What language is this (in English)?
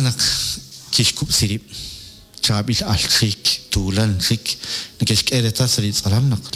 Kekchí